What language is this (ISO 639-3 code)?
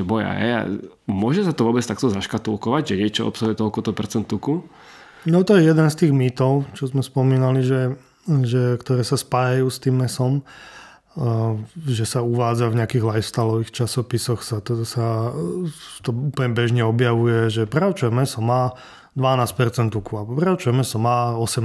slk